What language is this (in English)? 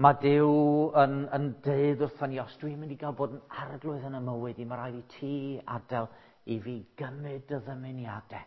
Welsh